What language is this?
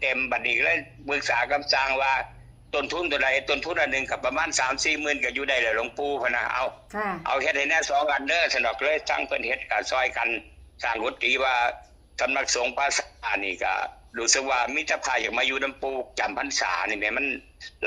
Northeastern Thai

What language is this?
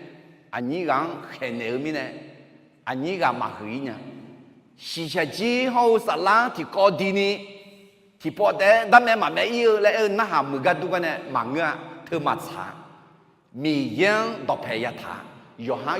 Akha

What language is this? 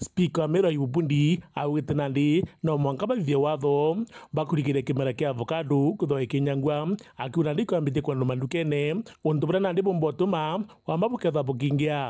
Meru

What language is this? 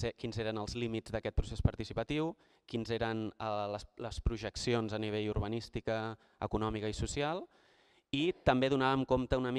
Catalan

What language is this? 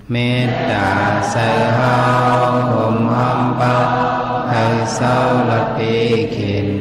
Shan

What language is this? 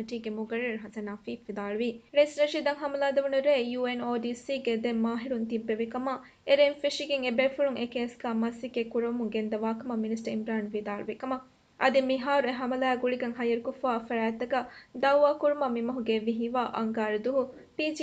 Divehi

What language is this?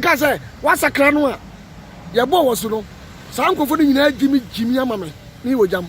Akan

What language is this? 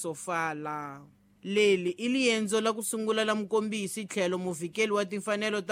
Tsonga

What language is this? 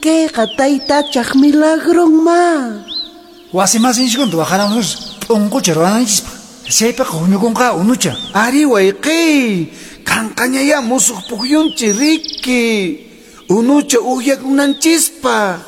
Quechua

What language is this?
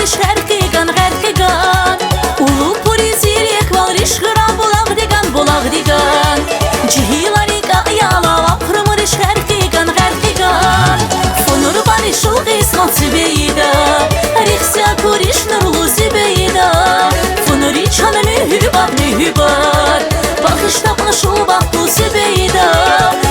Tabassaran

